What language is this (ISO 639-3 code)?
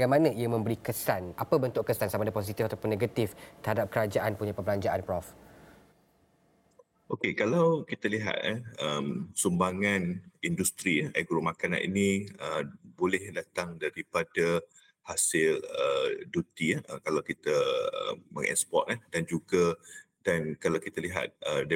msa